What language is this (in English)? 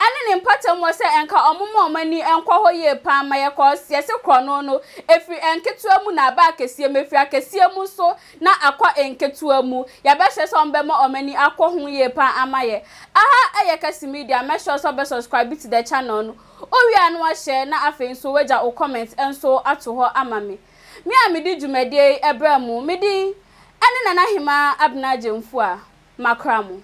Akan